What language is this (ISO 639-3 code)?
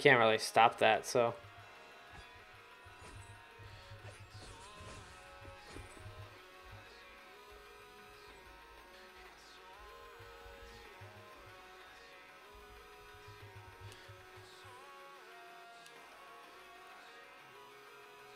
eng